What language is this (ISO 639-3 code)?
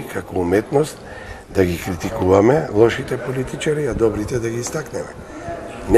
mkd